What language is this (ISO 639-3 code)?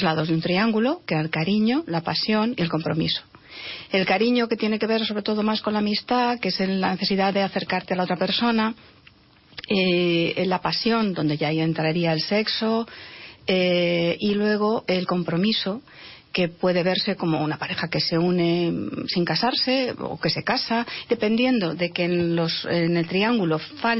spa